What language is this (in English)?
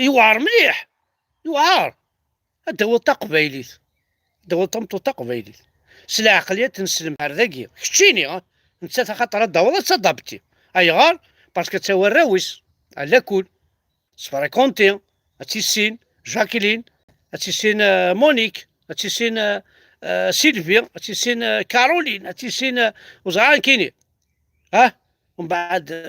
Kabyle